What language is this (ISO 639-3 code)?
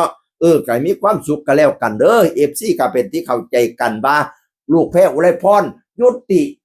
tts